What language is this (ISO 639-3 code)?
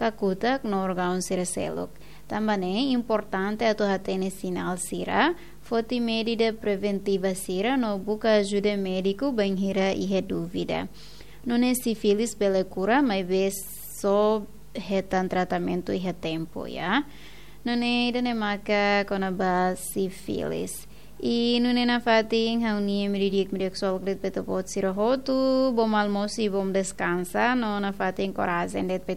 tet